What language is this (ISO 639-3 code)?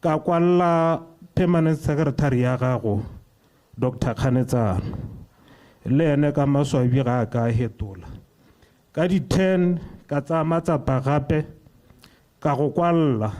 tsn